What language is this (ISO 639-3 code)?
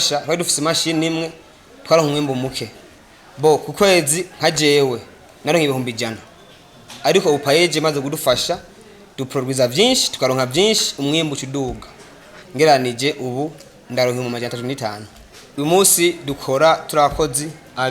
run